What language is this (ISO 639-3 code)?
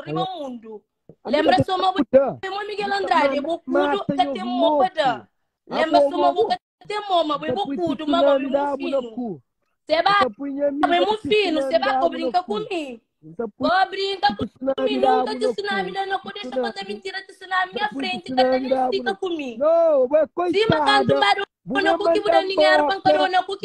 kea